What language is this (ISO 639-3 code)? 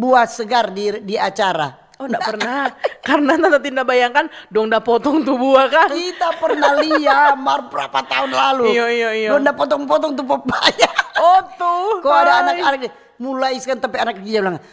xmm